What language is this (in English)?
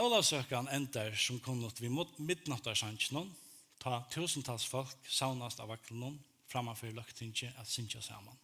Faroese